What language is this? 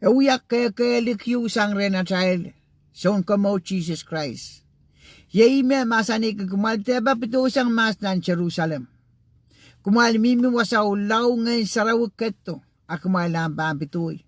Pohnpeian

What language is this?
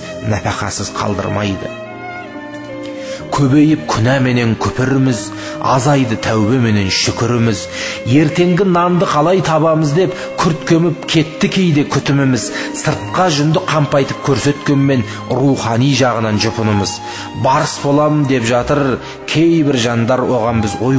Kazakh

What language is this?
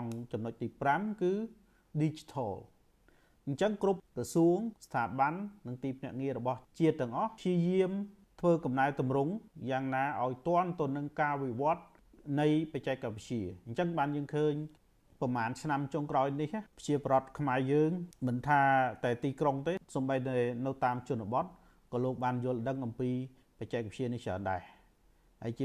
Khmer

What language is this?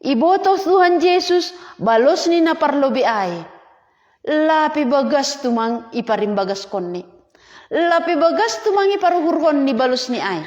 Batak Simalungun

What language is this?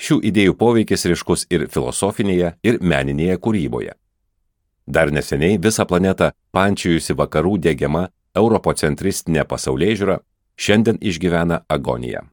Lithuanian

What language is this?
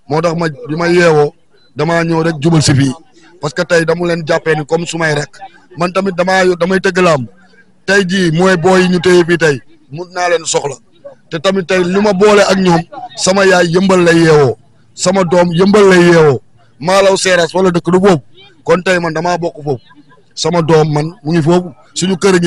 Wolof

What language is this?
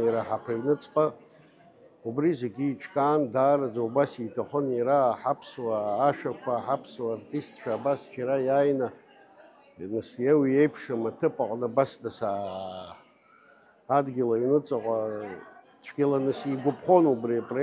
Abkhazian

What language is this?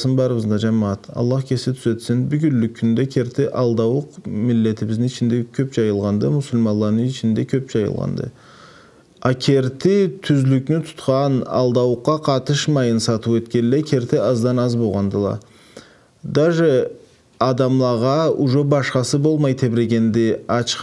Karachay-Balkar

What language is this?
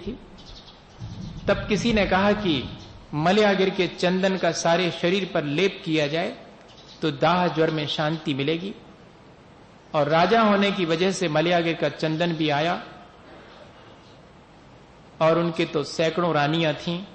Hindi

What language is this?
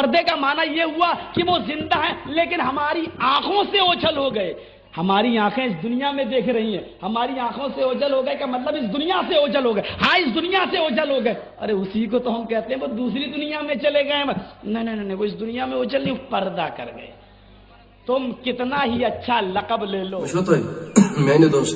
Kashmiri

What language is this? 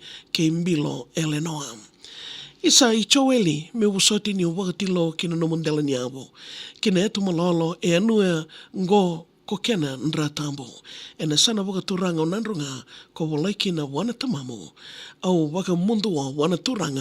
Fijian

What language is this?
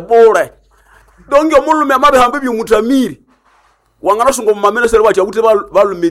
Nande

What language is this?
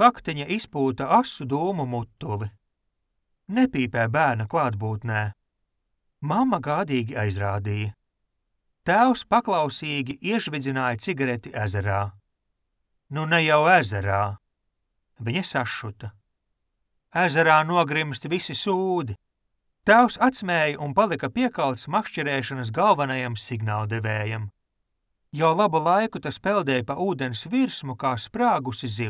Latvian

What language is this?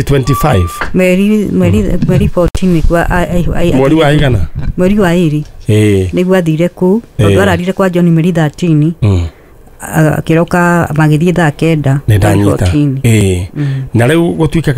Kikuyu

